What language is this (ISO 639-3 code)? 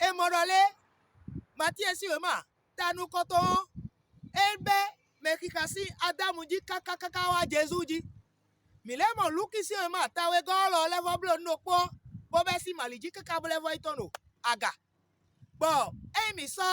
fon